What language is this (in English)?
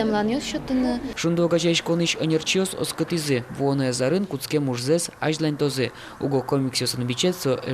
Udmurt